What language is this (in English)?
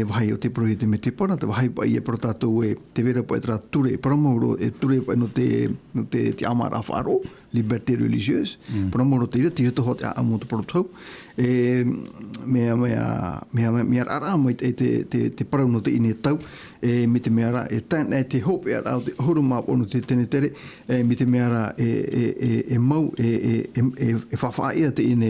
Tahitian